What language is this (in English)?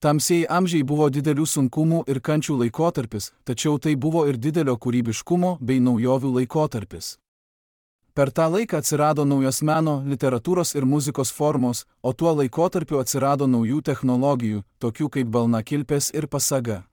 Lithuanian